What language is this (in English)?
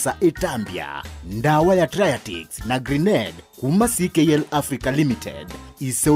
Kamba